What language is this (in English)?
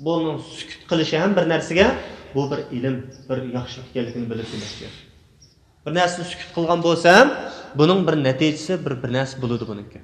Uyghur